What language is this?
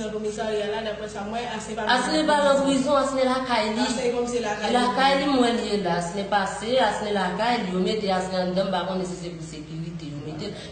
Haitian Creole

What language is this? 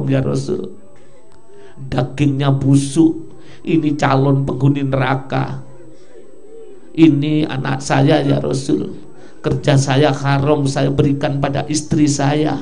Indonesian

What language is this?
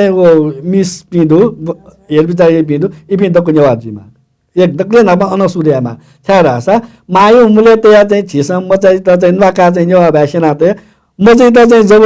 Newari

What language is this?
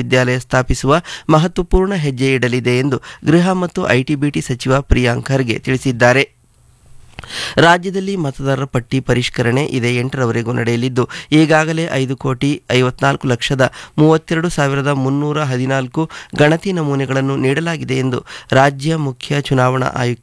Kannada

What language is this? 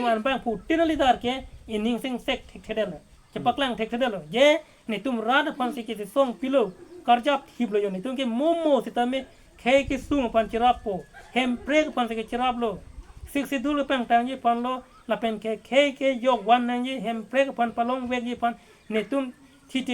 Karbi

